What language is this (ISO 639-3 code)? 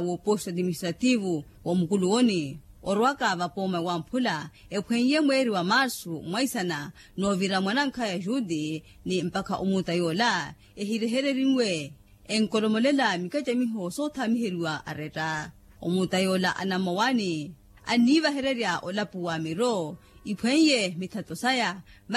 vmw